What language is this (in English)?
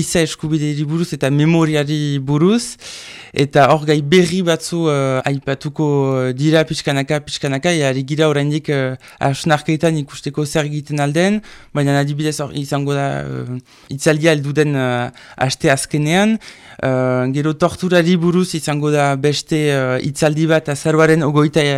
Basque